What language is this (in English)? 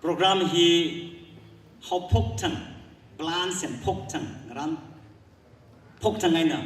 Tangkhul Naga (India)